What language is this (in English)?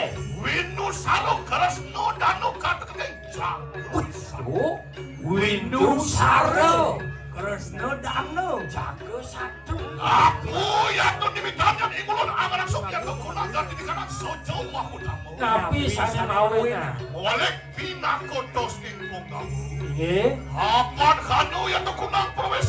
Balinese